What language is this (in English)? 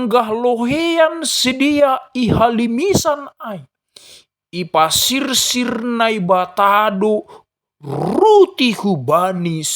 Batak Simalungun